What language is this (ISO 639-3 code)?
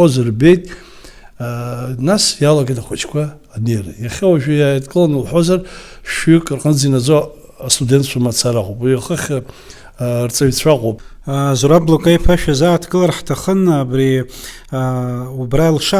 abk